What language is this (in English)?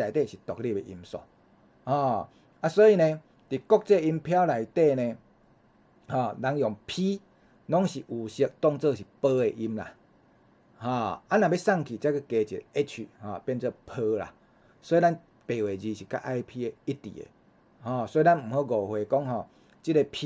Min Nan Chinese